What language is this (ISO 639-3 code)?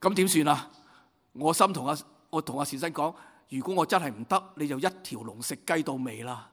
yue